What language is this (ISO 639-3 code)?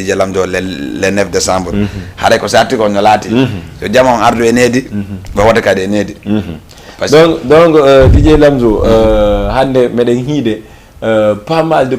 ful